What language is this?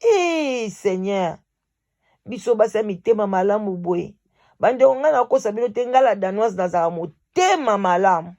Lingala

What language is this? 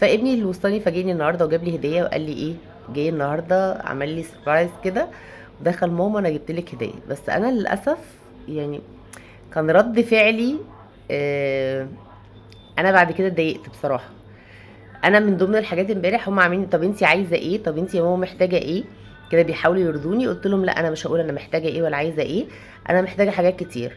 Egyptian Arabic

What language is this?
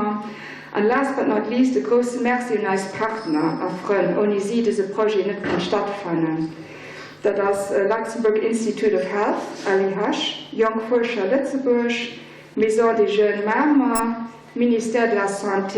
Luxembourgish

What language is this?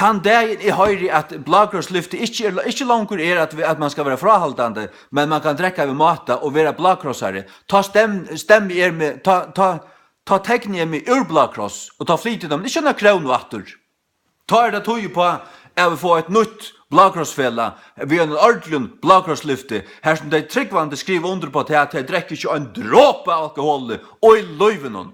Faroese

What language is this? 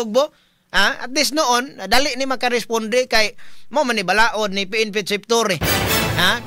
Cebuano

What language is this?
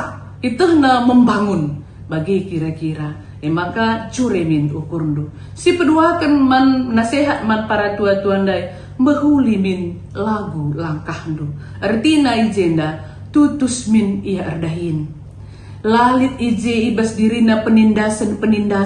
Batak Karo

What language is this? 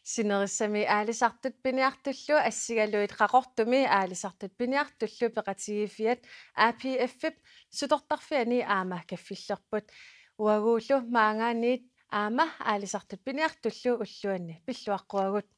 Kalaallisut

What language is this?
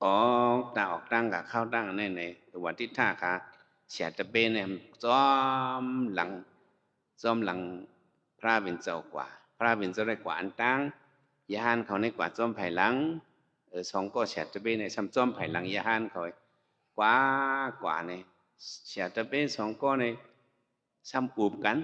Shan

